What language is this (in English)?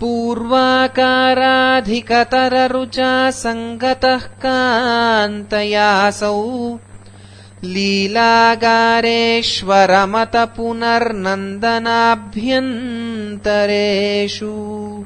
Sanskrit